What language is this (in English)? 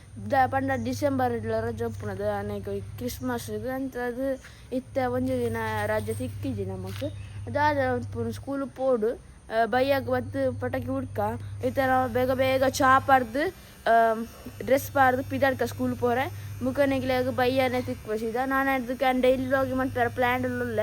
Tulu